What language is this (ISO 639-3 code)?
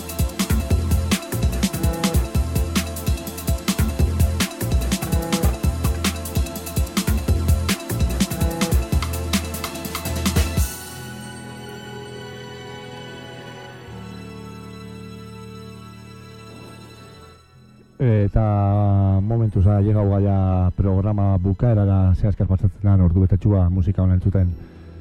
eus